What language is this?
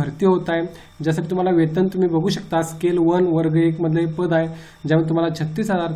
Marathi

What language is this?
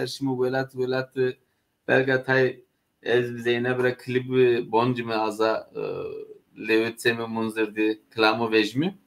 Zaza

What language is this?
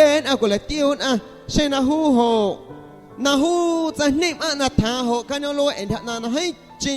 Guerrero Amuzgo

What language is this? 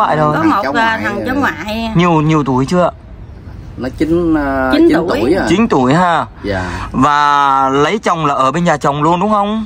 Vietnamese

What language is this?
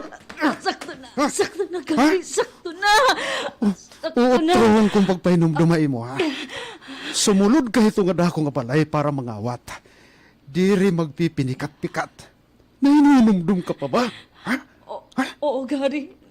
Waray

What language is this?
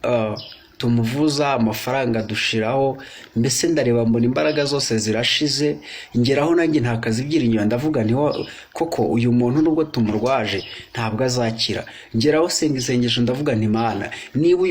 Kinyarwanda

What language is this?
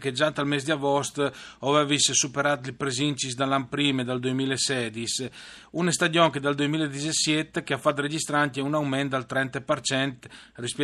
Friulian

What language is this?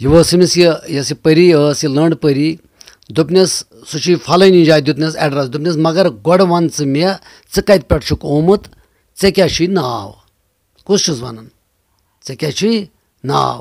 Kashmiri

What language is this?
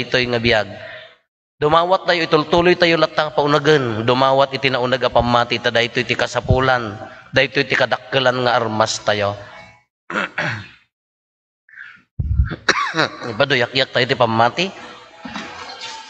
Iloko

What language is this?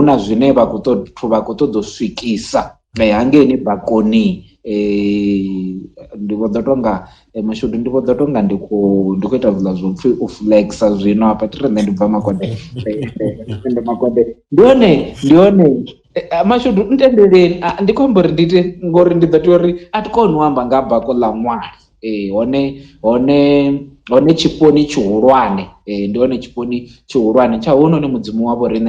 Venda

